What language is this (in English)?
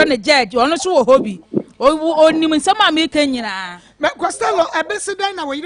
Akan